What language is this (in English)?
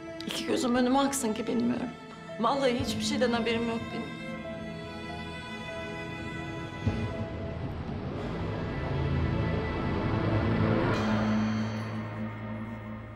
Turkish